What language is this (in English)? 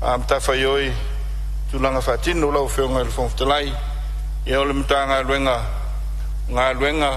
Samoan